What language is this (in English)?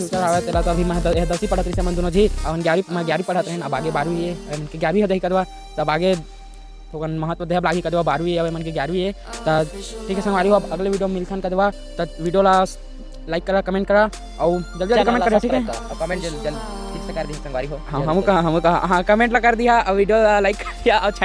Chhattisgarhi